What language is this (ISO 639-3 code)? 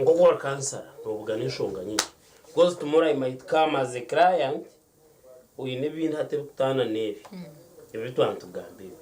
nyn